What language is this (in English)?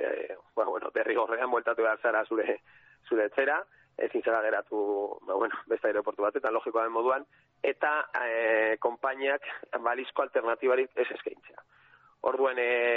Basque